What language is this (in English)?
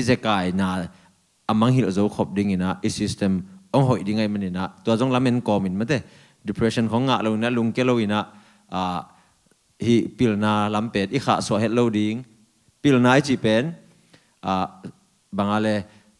Tedim Chin